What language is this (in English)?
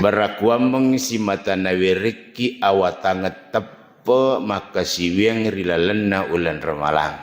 Buginese